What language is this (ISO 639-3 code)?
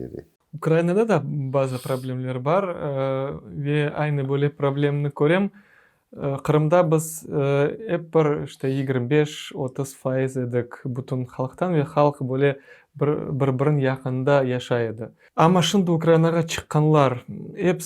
crh